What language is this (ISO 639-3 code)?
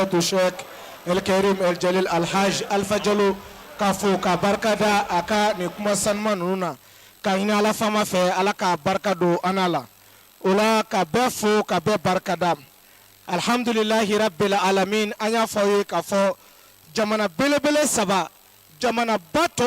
bam